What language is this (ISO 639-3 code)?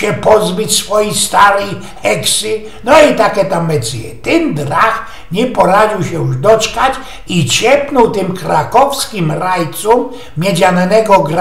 szl